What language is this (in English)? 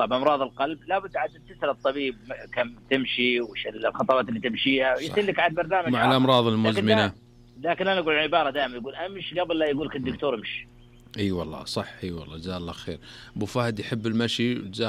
Najdi Arabic